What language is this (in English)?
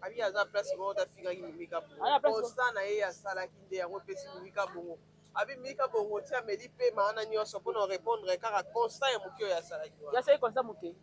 Lingala